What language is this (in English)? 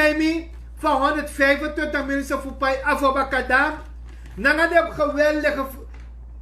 Sranan Tongo